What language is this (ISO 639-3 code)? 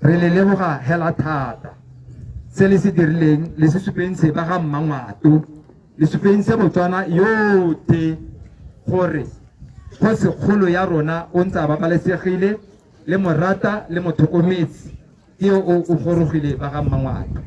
tsn